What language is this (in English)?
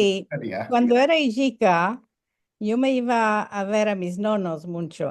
Ladino